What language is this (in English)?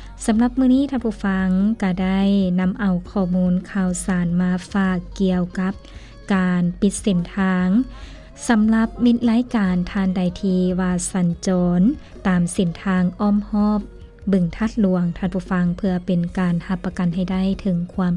Lao